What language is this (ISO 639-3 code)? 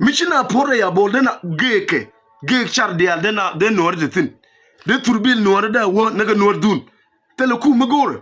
nus